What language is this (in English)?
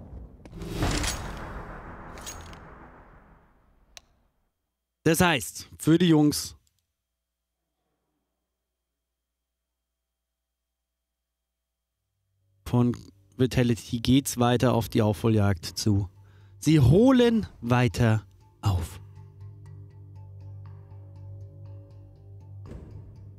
German